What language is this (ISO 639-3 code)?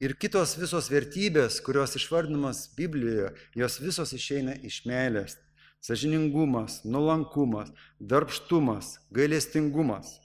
lit